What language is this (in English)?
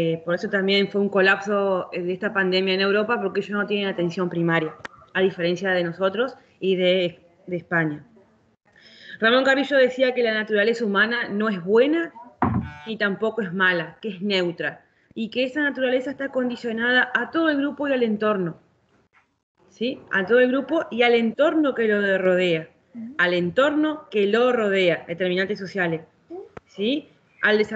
Spanish